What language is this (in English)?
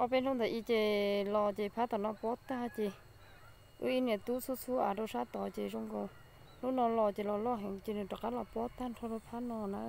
Hmong